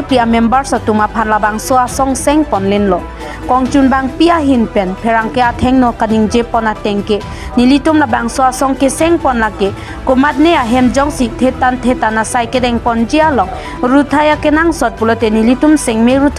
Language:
Karbi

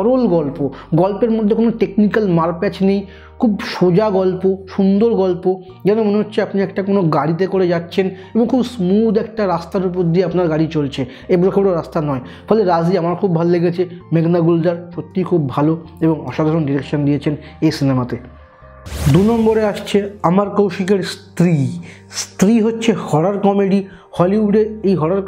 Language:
Bangla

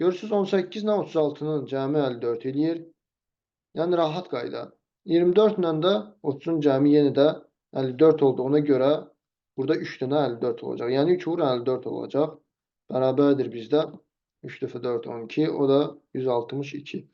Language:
Azerbaijani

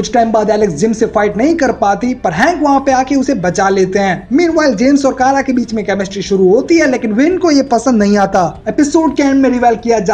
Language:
Hindi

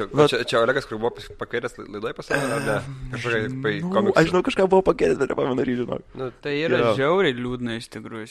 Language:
Lithuanian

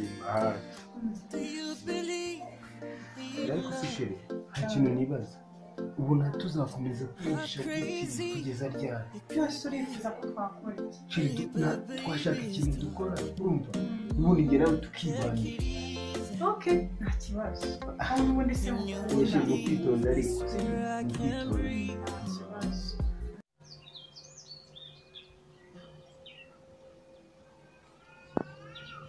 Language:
Kinyarwanda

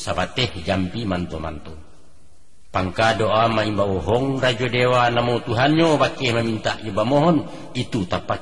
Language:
Minangkabau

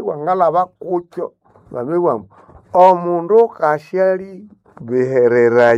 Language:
Nande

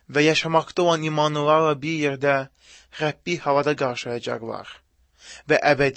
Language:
Azerbaijani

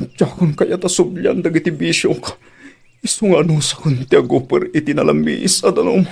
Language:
Iloko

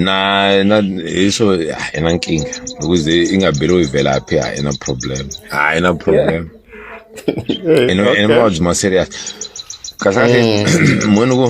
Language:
Tsonga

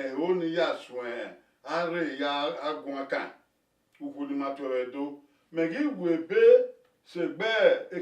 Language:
Bini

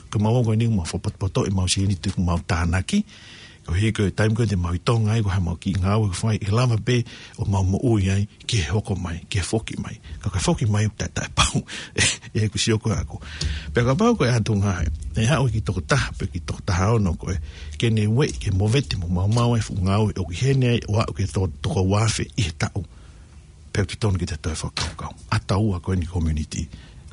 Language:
Tongan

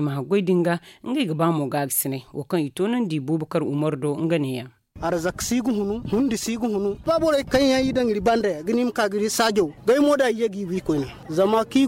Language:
Zarma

